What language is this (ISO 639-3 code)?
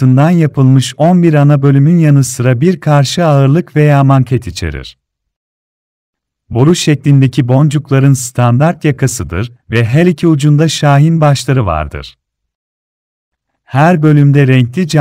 tur